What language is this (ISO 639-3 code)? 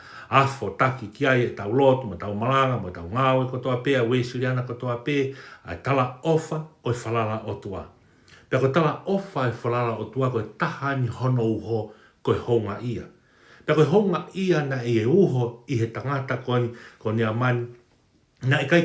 ton